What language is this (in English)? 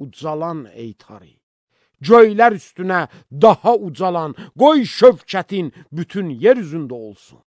Azerbaijani